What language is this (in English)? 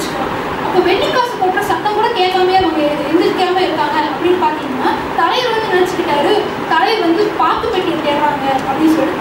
Tamil